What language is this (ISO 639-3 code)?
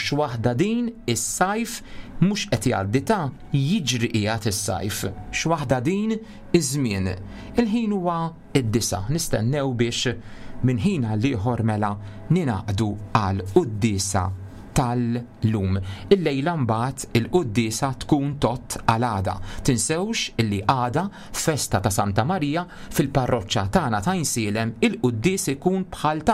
mlt